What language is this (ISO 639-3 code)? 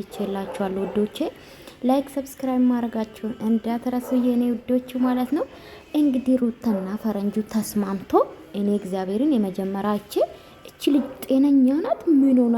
amh